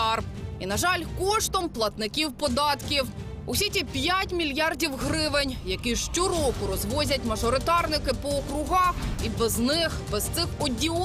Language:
Ukrainian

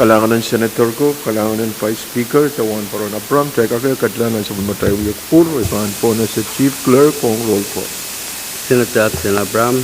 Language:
Pohnpeian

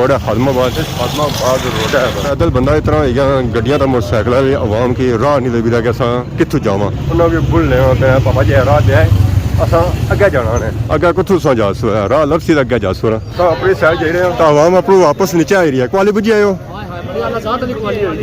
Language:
Pahari-Potwari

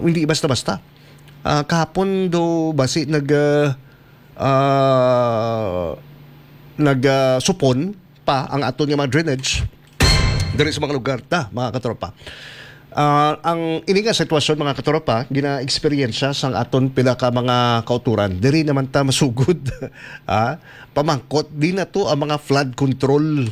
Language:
Hiligaynon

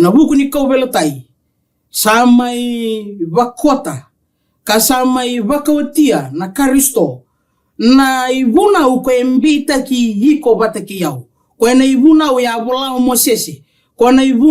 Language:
Fijian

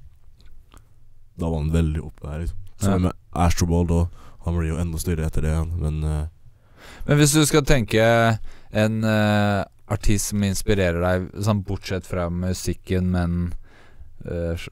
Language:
Norwegian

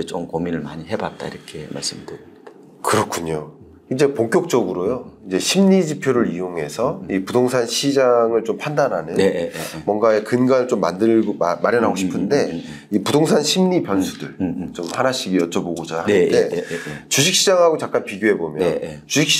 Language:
Korean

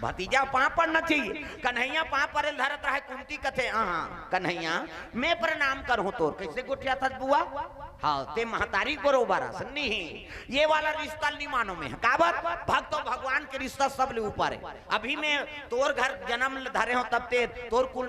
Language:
Chhattisgarhi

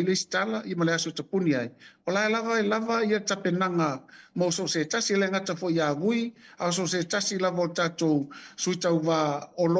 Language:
Samoan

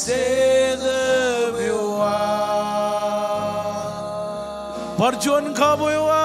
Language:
Marshallese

